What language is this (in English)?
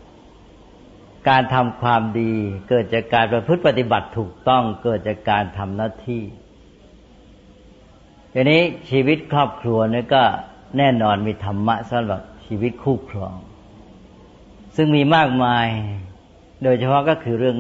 Thai